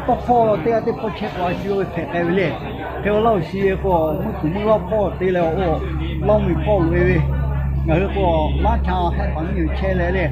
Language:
Lahu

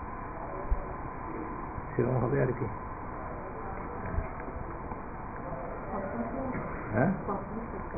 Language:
Bangla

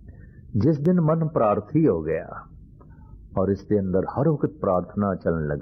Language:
Punjabi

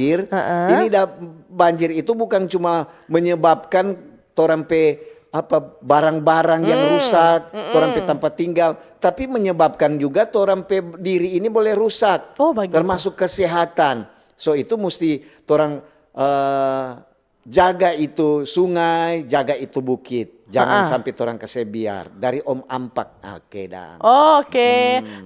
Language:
Manado Malay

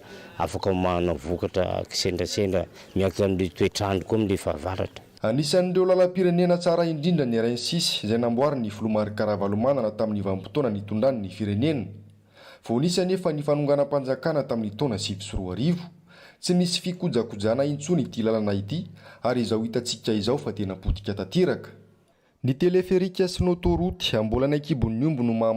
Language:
Malagasy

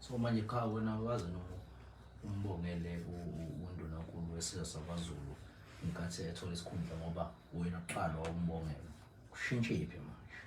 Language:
Zulu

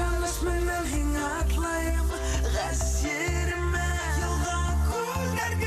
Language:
Bashkir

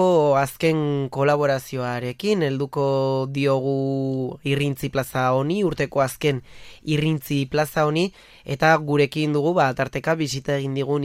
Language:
Basque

